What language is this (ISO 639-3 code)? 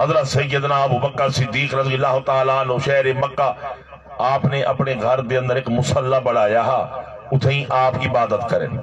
skr